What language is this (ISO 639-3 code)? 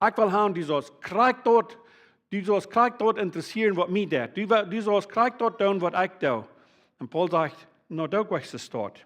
pdt